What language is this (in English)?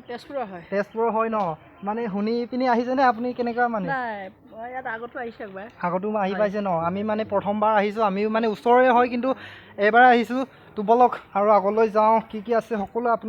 Assamese